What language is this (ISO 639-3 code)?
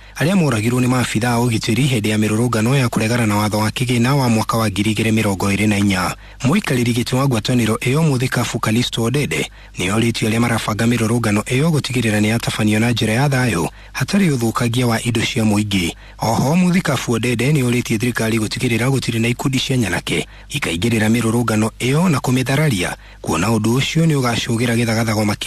kik